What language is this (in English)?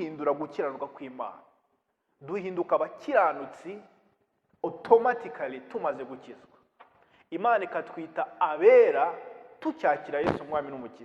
Kinyarwanda